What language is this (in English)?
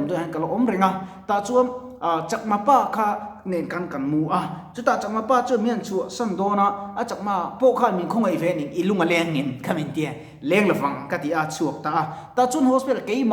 Mizo